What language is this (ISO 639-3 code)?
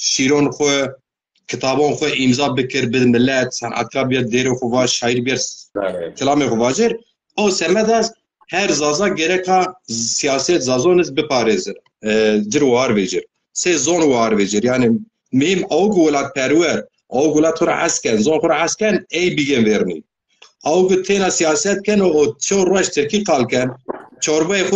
zza